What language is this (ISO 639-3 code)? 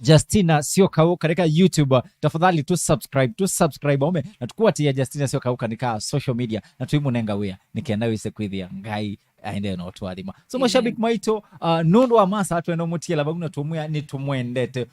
kam